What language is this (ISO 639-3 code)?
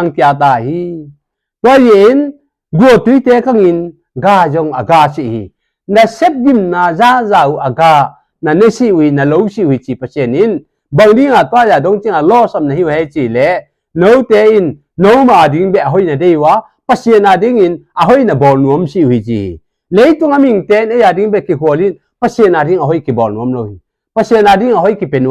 ctd